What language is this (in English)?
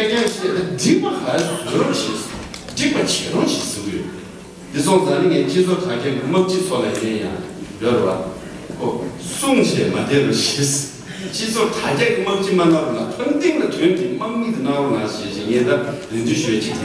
Tibetan